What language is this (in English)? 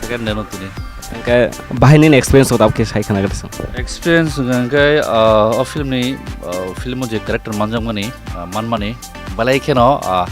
Kok Borok